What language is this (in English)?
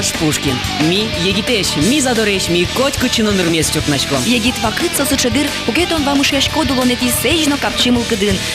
Udmurt